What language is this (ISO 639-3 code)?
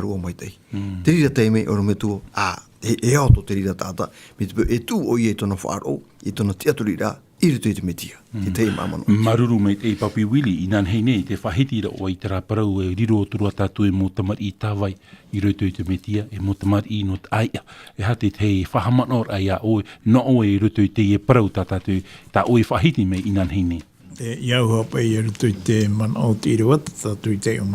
tah